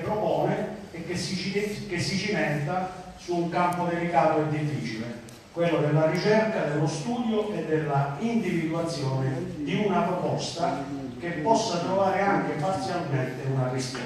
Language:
Italian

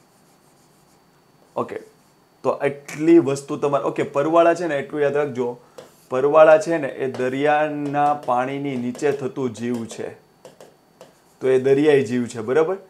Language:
Gujarati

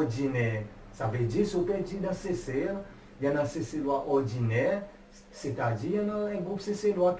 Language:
Seselwa Creole French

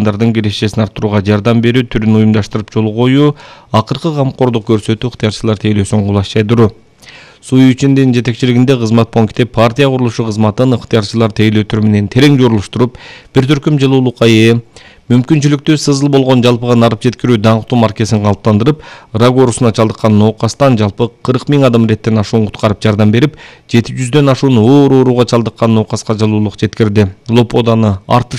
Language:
Kyrgyz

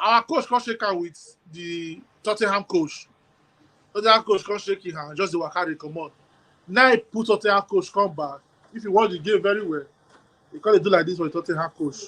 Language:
Nigerian Pidgin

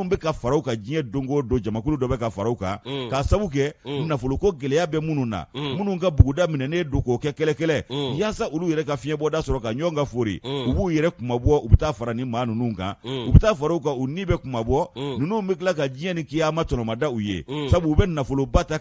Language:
Bambara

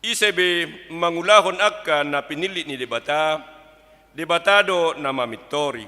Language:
Batak Toba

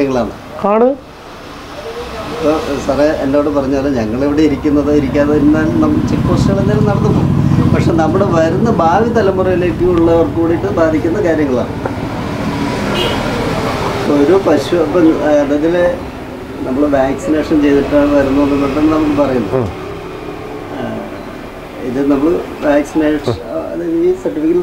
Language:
Malayalam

